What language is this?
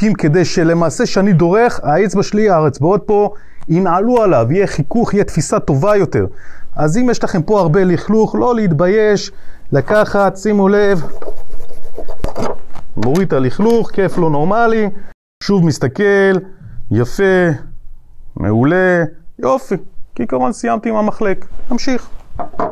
Hebrew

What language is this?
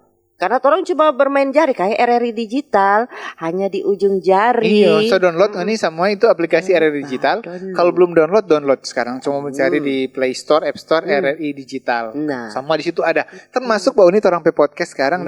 Manado Malay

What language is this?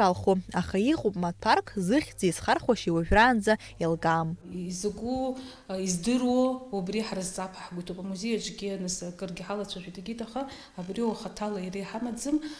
Abkhazian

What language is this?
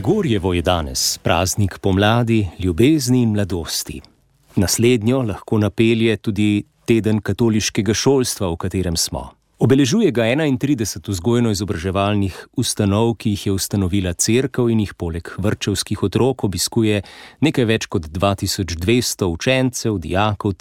Slovenian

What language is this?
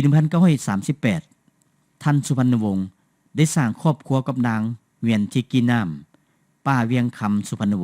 Lao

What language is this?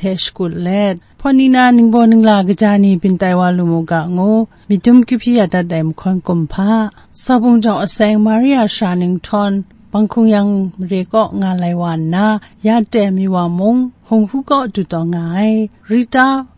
Kachin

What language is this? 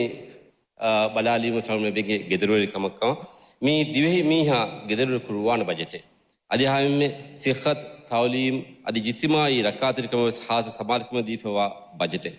Divehi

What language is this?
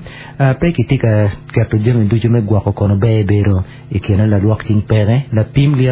Acoli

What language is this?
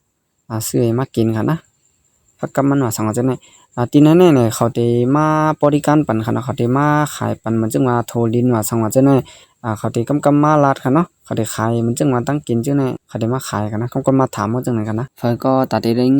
Shan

